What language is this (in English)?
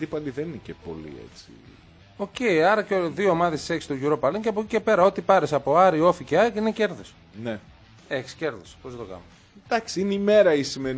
Greek